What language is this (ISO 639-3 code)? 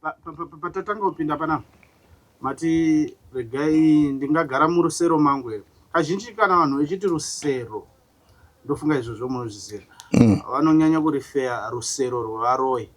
sna